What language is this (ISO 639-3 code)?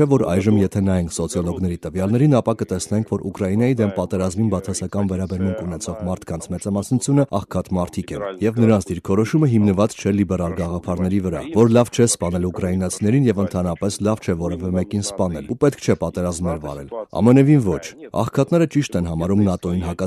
hye